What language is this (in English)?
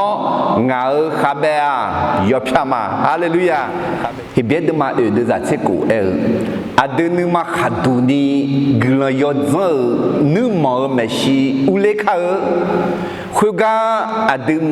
Akha